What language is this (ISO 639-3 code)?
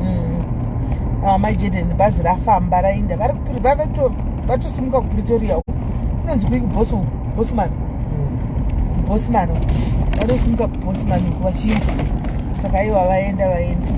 sna